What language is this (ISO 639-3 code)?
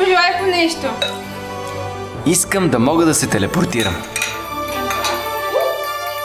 bul